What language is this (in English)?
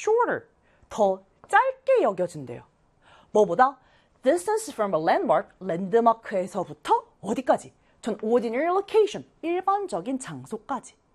Korean